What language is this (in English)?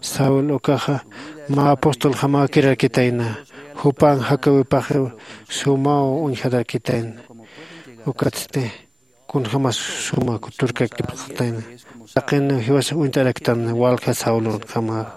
Aymara